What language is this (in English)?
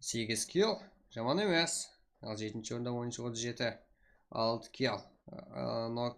Kara-Kalpak